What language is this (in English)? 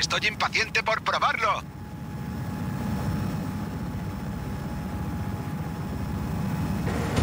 Spanish